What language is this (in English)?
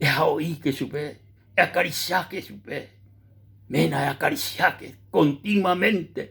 Guarani